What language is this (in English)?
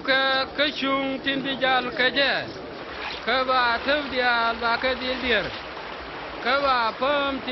Nuer